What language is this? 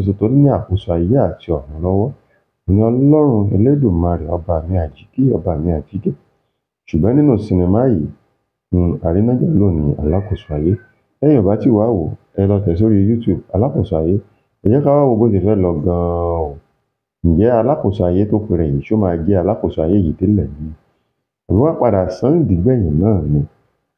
Yoruba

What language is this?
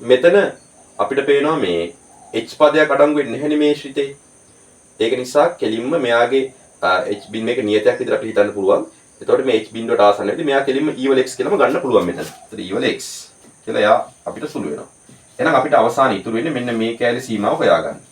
Sinhala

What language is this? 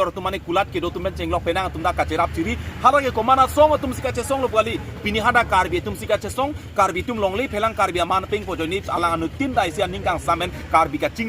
Karbi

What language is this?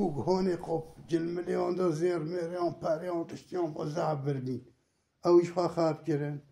Kurdish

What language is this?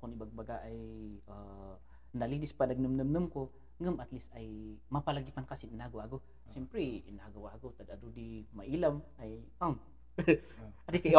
Kankanaey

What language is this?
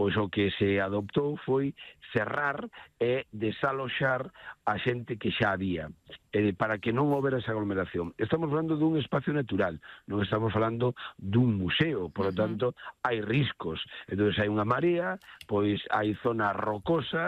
Galician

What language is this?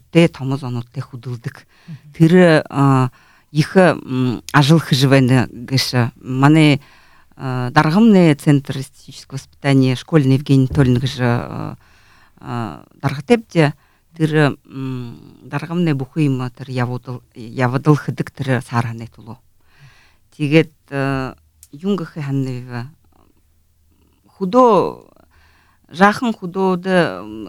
Buriat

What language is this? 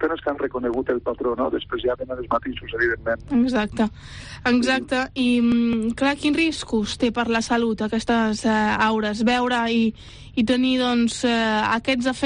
Catalan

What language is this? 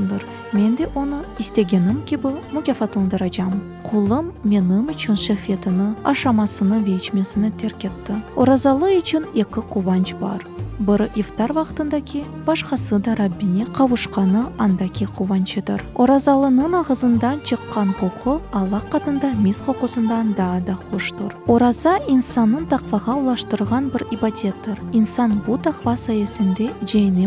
Crimean Tatar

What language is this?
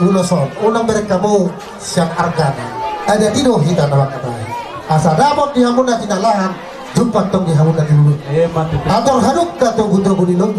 Batak Toba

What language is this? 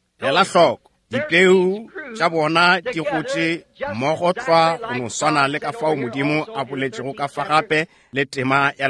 Northern Sotho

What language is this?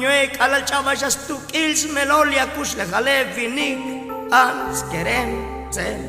Tzotzil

